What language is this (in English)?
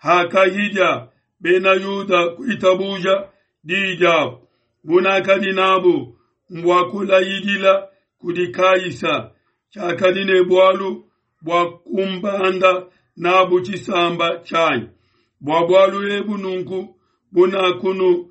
Luba-Lulua